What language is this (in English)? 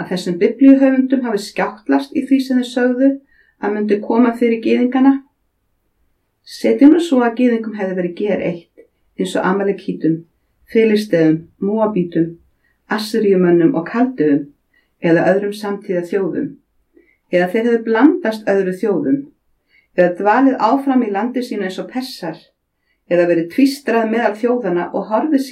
Icelandic